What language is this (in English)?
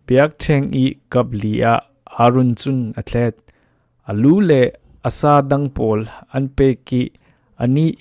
Falam Chin